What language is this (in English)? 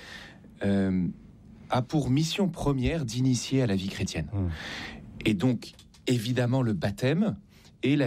French